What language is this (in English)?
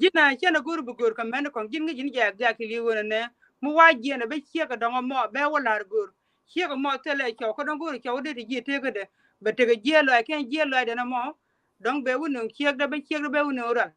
Nuer